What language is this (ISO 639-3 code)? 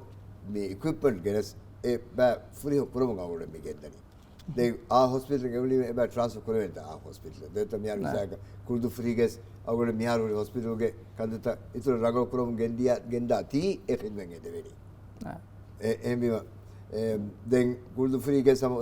div